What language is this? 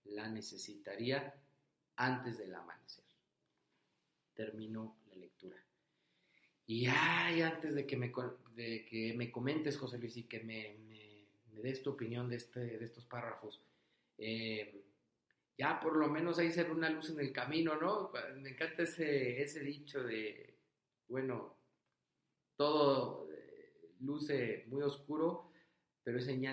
Spanish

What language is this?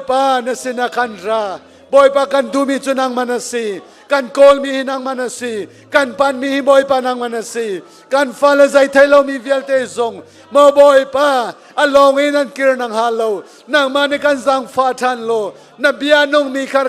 Hakha Chin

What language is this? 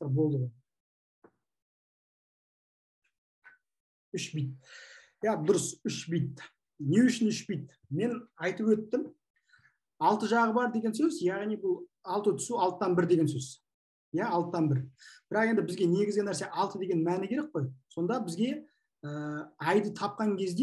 Kazakh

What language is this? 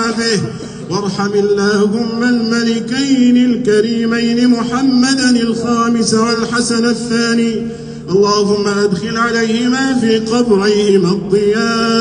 Arabic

